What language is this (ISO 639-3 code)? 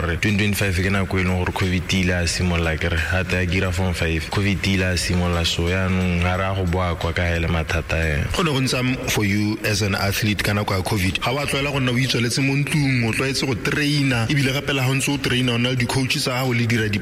tsn